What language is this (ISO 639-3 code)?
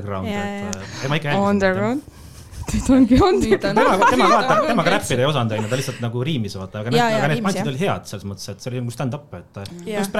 est